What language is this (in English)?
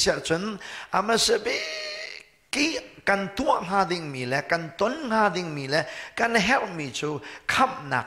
Hakha Chin